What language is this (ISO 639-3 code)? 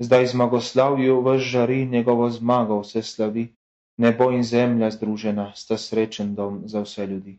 srp